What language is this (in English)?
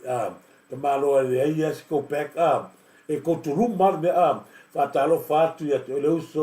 Samoan